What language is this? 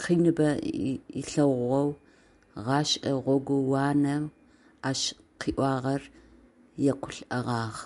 Adyghe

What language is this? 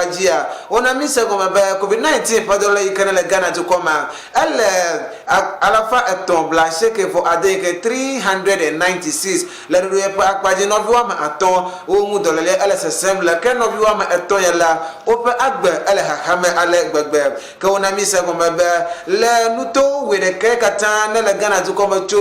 Ewe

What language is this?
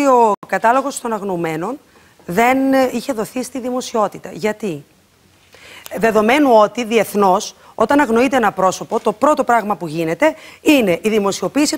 Greek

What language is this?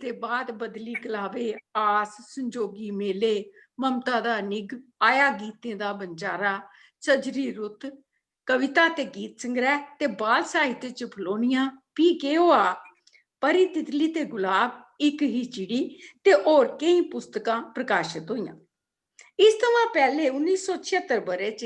Dogri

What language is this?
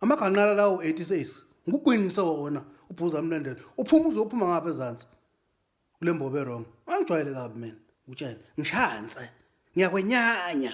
Zulu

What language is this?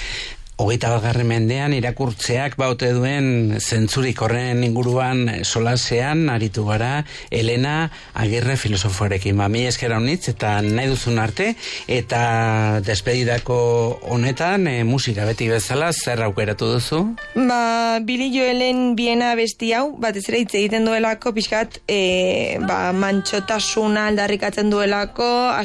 Basque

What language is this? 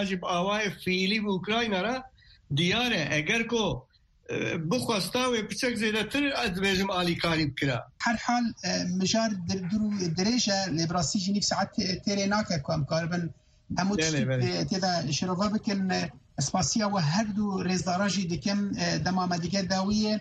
Kurdish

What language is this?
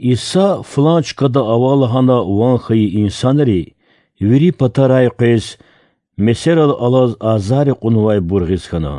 Lezghian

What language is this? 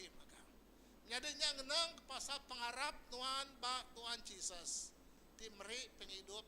Iban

